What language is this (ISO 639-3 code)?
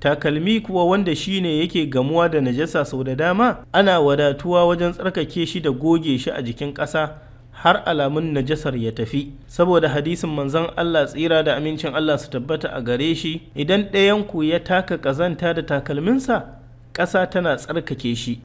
hau